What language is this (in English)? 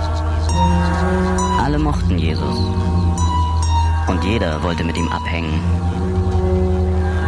German